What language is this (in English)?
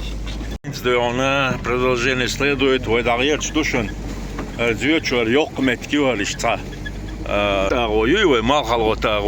Chechen